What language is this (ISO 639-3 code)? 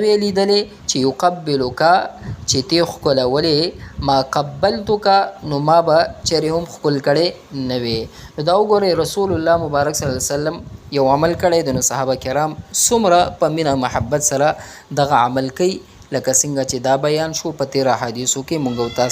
pus